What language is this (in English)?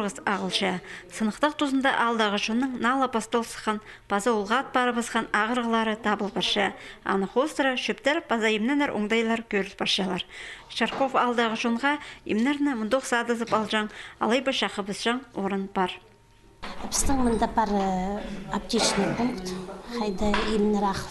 Khakas